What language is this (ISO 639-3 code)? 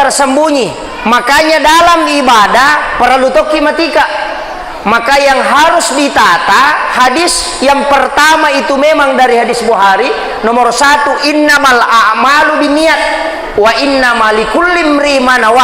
bug